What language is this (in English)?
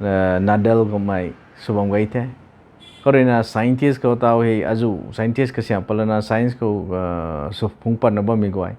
Rongmei Naga